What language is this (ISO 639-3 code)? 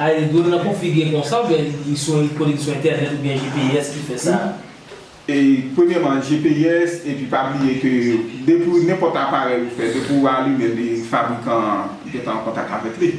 hat